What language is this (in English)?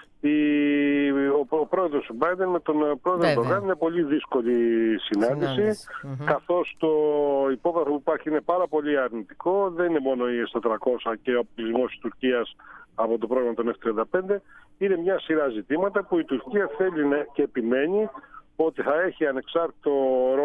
Greek